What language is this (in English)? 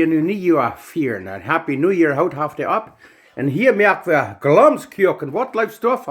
Plautdietsch